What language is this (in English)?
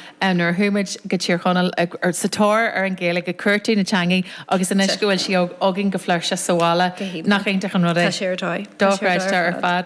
Irish